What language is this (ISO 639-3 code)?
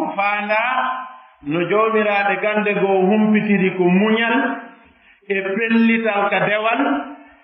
ful